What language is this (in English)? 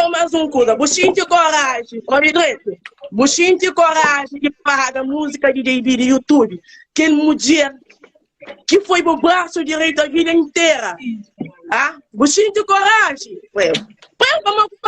Kabuverdianu